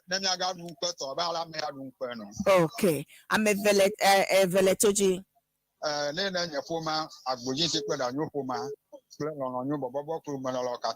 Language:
Ewe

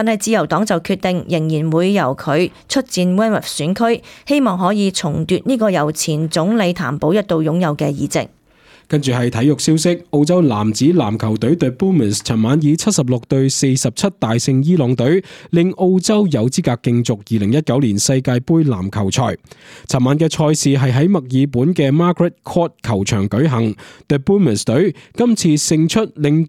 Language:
Cantonese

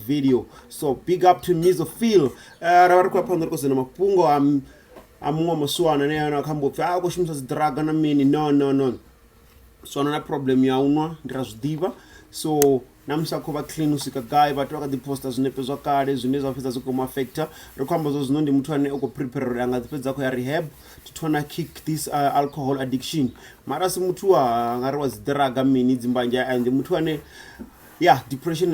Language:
Venda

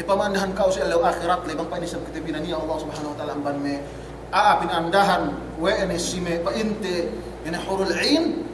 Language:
Yakan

